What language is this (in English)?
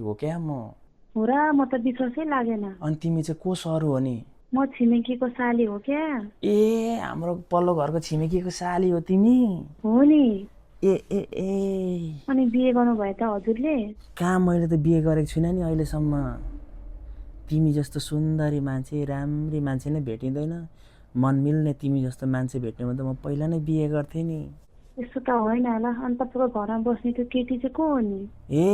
Nepali